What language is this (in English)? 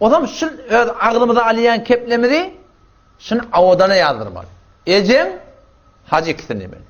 Turkmen